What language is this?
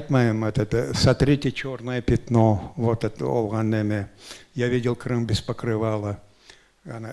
Crimean Tatar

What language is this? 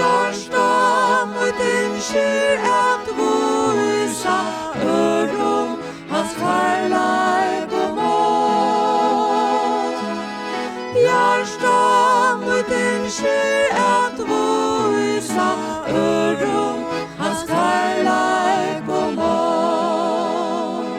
Faroese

